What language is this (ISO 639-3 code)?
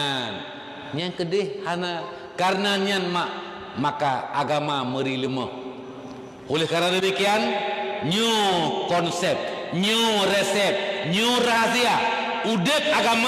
ace